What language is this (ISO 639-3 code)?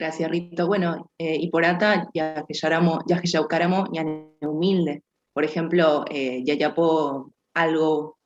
grn